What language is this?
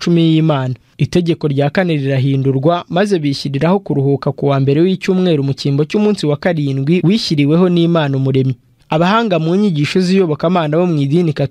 Kinyarwanda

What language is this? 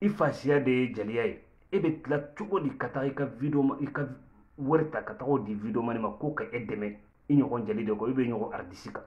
Bambara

